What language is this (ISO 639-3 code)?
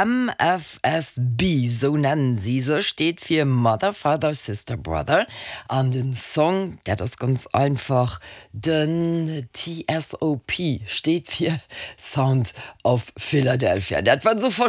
ltz